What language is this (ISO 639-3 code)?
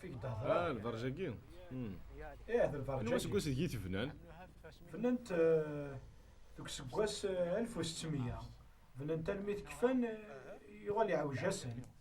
kab